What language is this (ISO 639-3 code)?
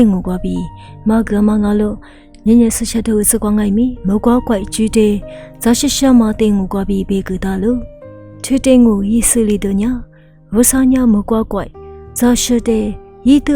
lis